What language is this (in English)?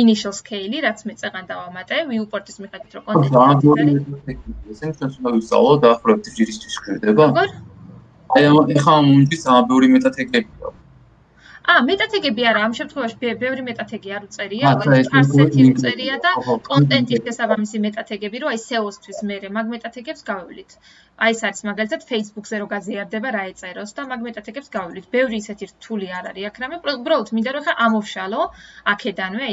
Georgian